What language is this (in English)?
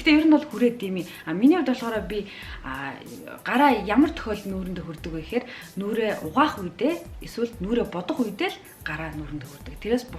Mongolian